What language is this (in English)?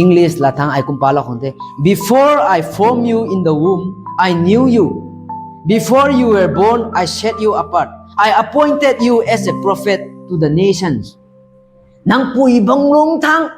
Rongmei Naga